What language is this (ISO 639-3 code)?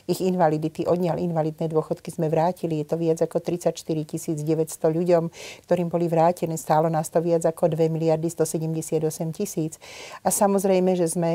slk